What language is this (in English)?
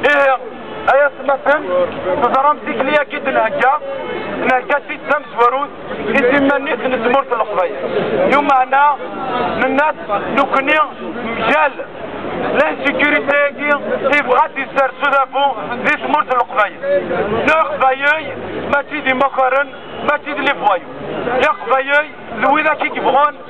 Kabyle